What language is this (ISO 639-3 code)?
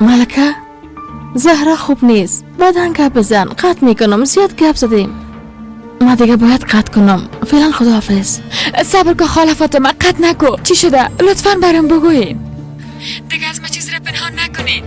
fas